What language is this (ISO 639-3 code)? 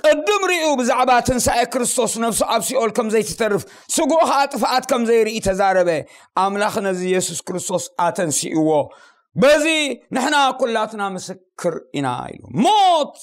tir